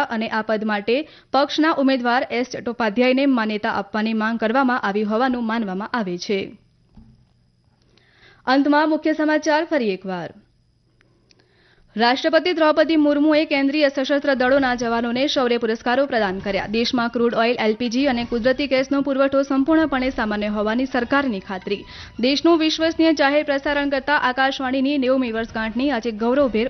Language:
Gujarati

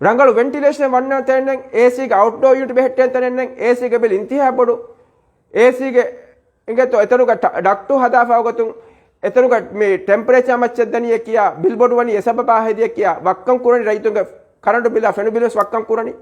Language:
Divehi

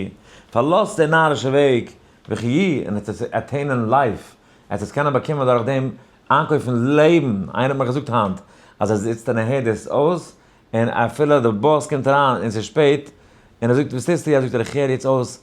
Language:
Yiddish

